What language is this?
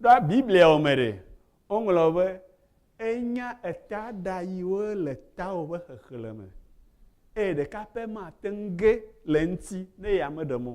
Ewe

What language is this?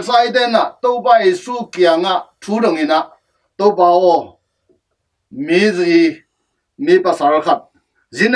Tedim Chin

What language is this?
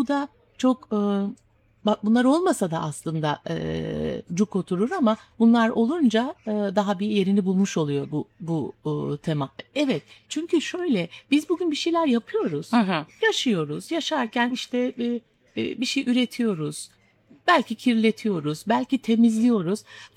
Turkish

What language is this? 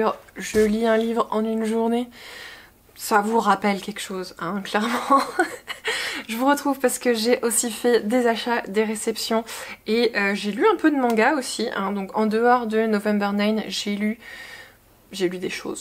French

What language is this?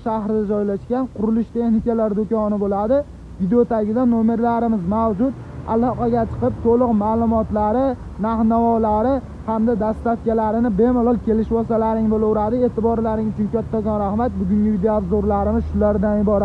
Uzbek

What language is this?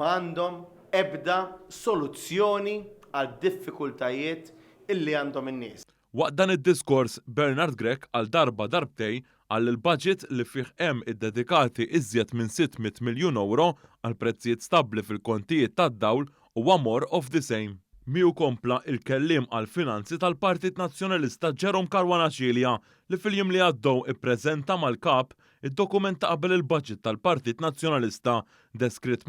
Maltese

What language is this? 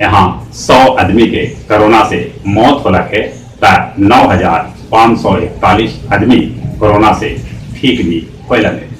Magahi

